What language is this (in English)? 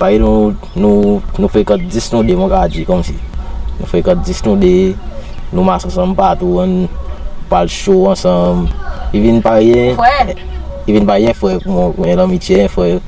Seselwa Creole French